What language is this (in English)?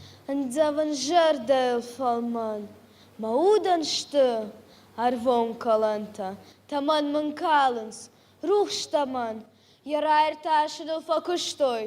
Ossetic